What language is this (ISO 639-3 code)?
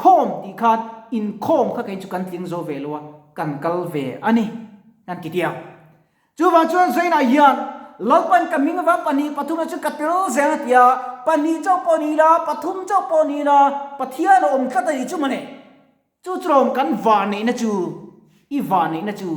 lus